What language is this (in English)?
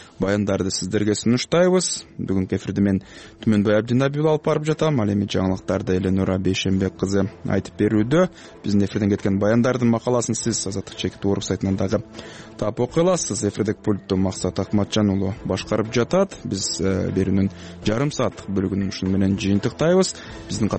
Kyrgyz